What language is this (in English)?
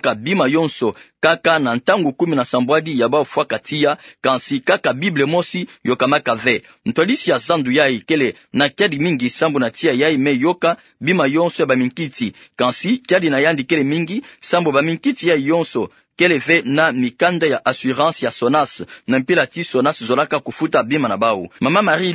Kituba (Democratic Republic of Congo)